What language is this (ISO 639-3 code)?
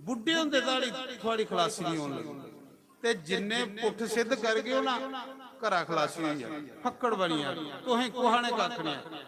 doi